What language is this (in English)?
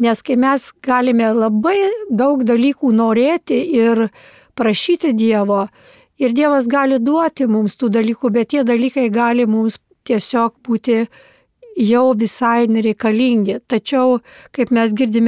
Lithuanian